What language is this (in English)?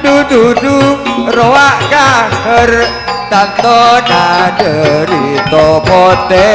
Madurese